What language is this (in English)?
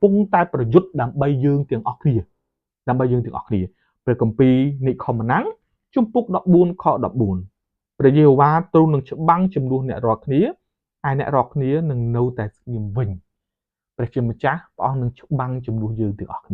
Khmer